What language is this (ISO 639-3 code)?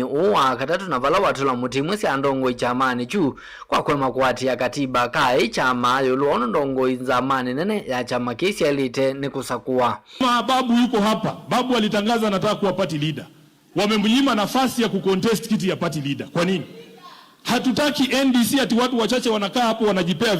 kam